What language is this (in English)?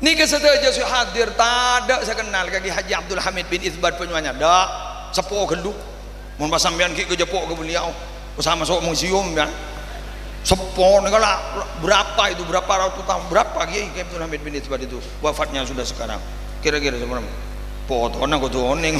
Madurese